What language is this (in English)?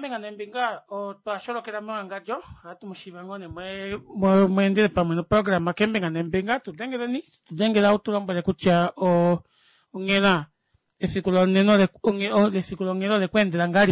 Kuanyama